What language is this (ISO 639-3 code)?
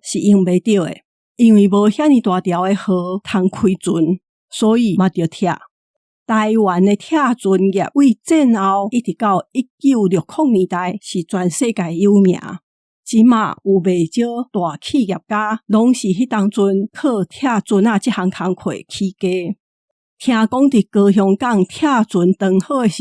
nan